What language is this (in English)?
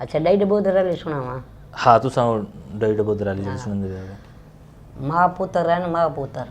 Saraiki